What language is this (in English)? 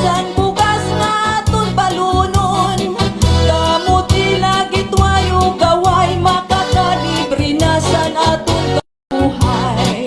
Waray